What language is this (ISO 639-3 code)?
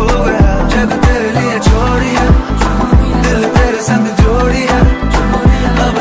hin